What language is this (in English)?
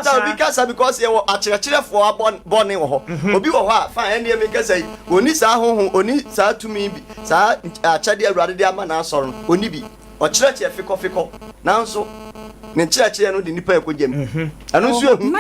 Akan